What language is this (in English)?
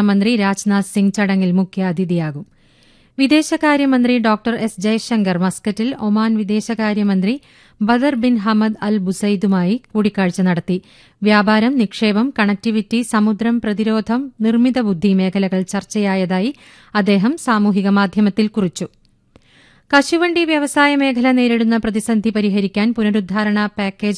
Malayalam